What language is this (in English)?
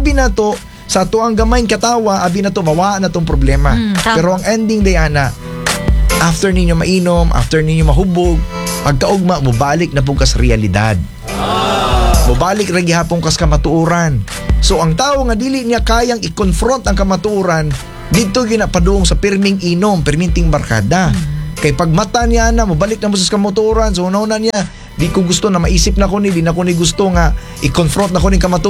Cebuano